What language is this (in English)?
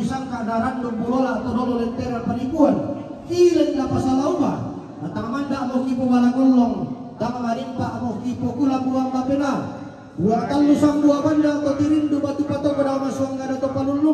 Toraja-Sa'dan